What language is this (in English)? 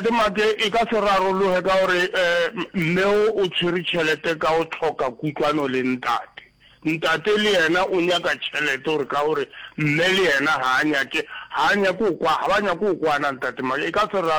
Northern Sotho